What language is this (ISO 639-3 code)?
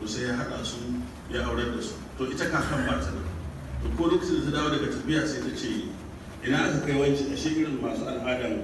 hau